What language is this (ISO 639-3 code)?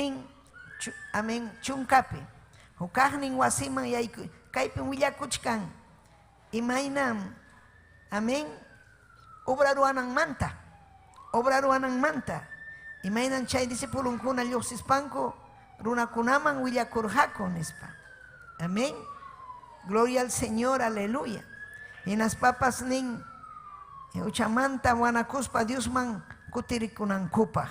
quy